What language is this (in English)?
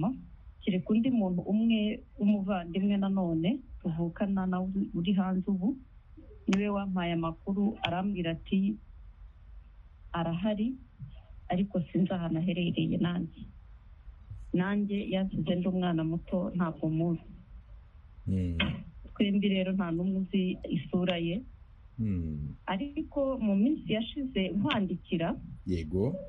Kinyarwanda